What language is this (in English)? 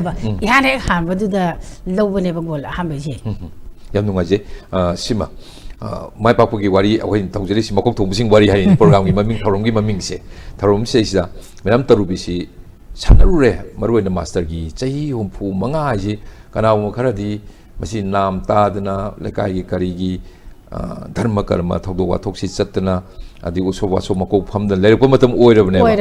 Manipuri